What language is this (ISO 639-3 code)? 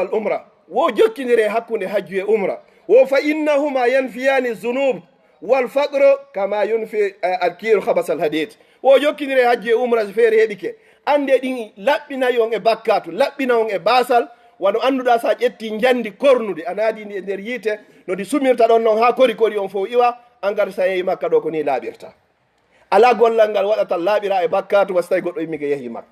ful